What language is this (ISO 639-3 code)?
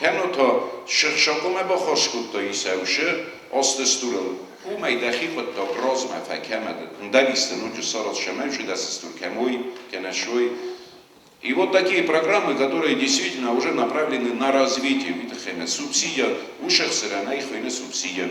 oss